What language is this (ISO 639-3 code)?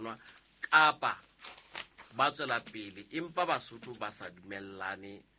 sot